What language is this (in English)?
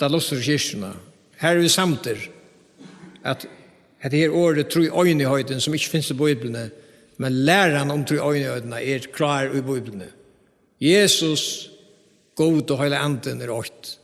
Faroese